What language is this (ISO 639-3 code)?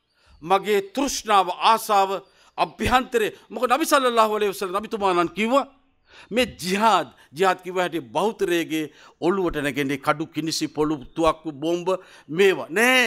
sin